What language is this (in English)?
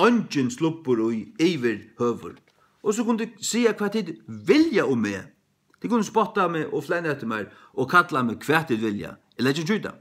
Faroese